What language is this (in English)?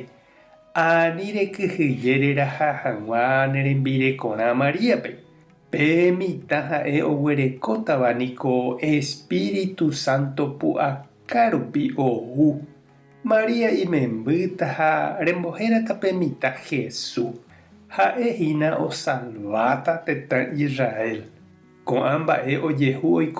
Guarani